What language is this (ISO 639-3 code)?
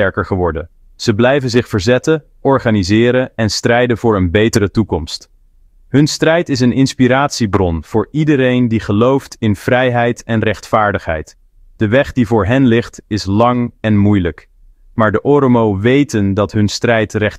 nld